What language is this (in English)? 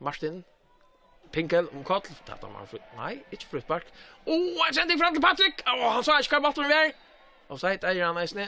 Faroese